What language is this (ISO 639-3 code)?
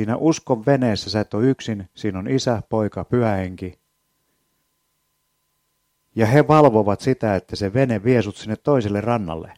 fin